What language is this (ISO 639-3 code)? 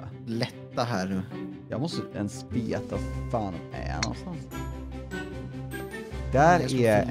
swe